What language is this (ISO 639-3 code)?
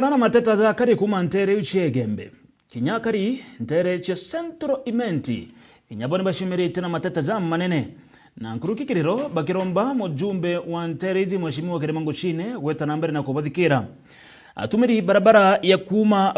mer